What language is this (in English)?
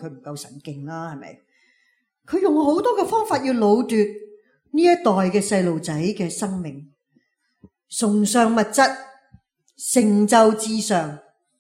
Cantonese